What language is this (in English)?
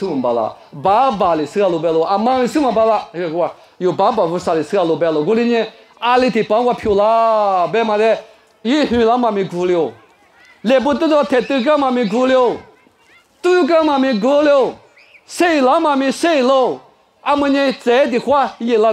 Lisu